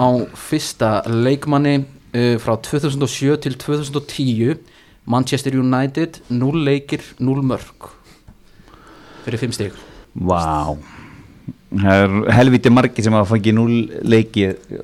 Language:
Icelandic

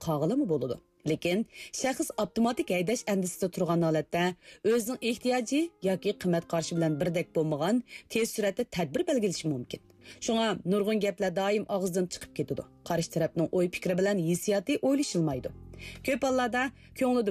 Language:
Uyghur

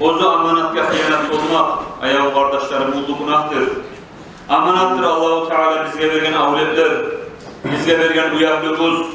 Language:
Kumyk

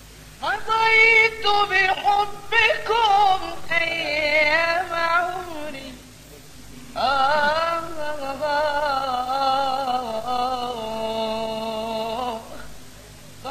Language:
Arabic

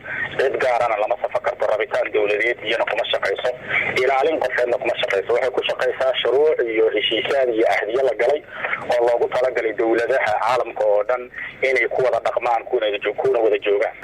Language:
Somali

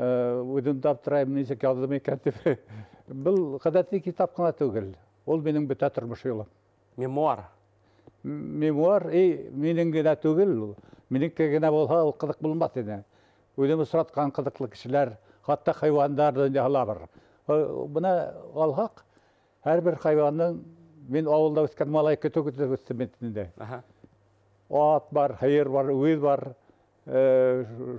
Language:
Bashkir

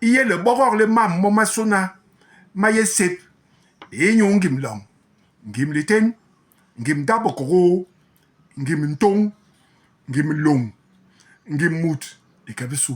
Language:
Basaa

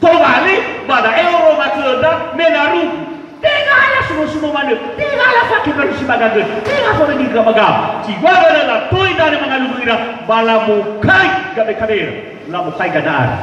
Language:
Nias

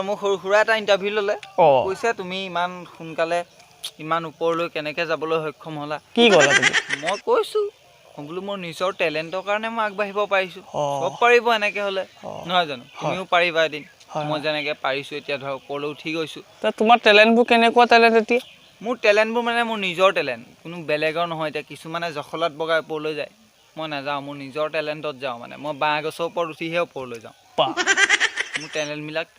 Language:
Assamese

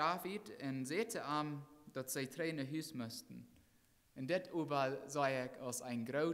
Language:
Plautdietsch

